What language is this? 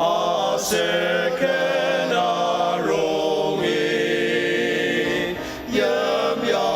Ao Naga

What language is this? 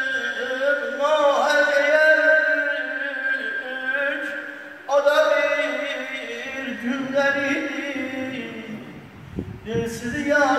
Turkish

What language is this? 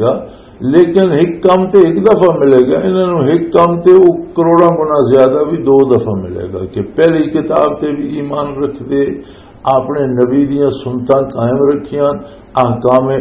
Western Panjabi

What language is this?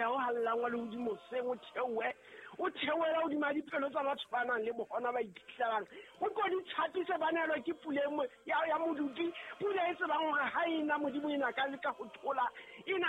Southern Sotho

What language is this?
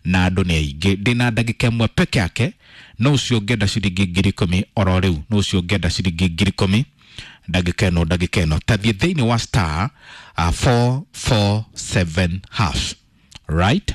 Kikuyu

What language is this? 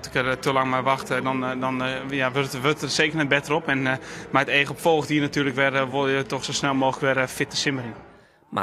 Western Frisian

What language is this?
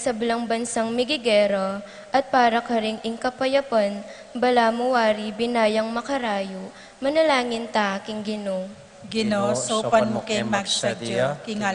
Pampanga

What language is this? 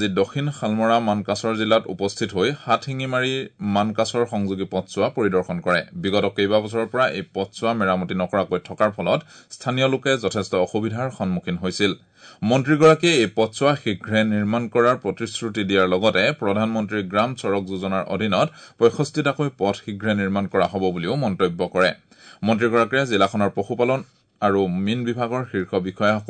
Assamese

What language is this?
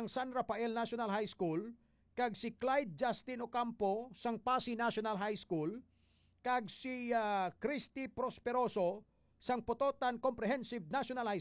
Hiligaynon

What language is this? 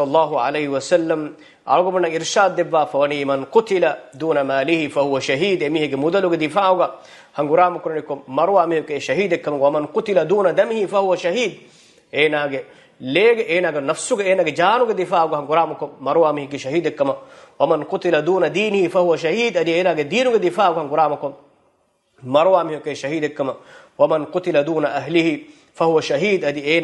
Divehi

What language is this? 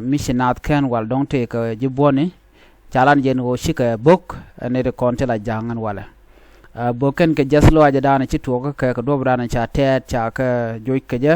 Nuer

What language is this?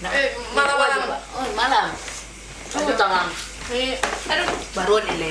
Manado Malay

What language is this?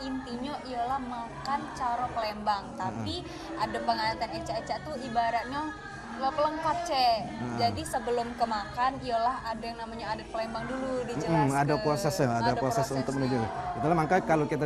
Musi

